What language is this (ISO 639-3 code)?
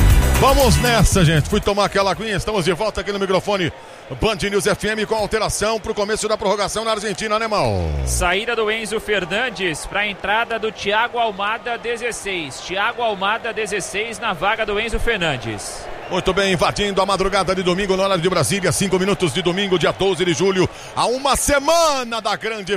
por